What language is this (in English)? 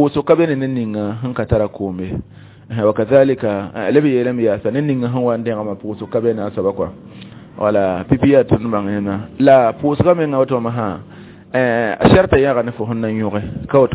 Mossi